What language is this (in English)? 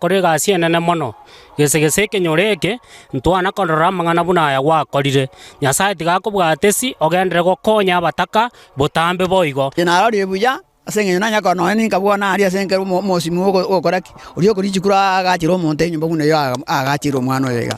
Gusii